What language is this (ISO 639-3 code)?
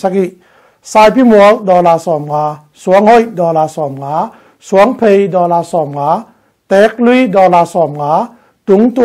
ctd